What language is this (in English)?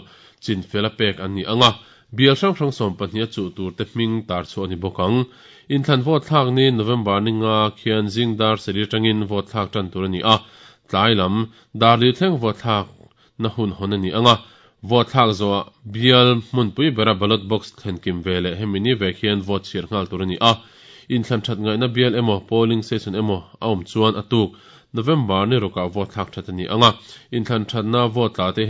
Mizo